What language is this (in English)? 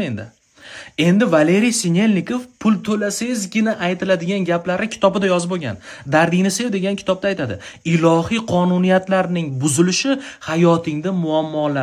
Uzbek